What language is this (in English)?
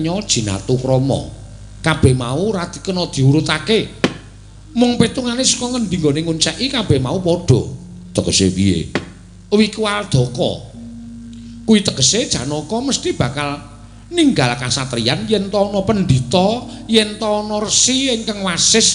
Javanese